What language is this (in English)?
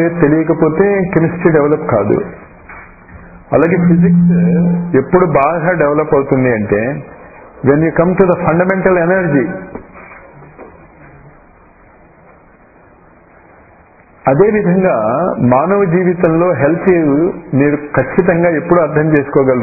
Telugu